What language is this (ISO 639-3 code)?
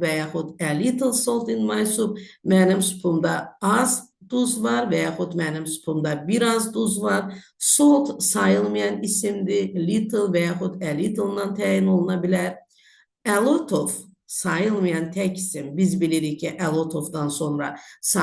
aze